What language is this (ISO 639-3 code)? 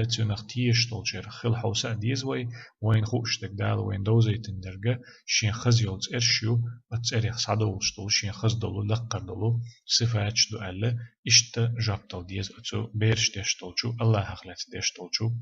che